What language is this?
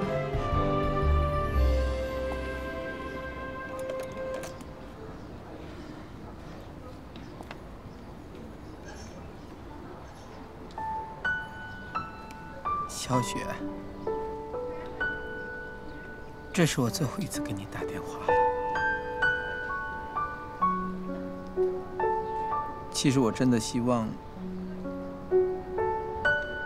Chinese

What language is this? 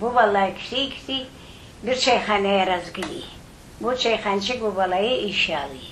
Crimean Tatar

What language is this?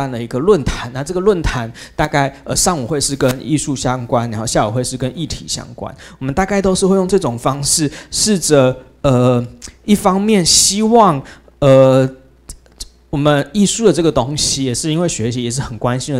Chinese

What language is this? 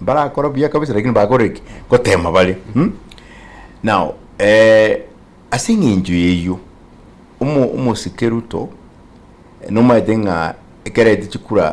Gusii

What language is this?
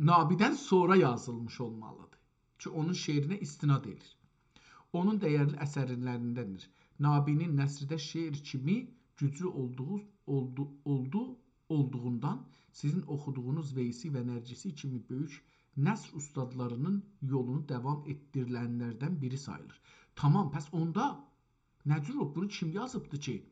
South Azerbaijani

